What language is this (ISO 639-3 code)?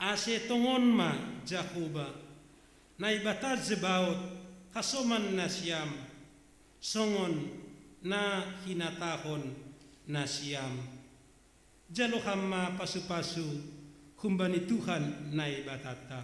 bts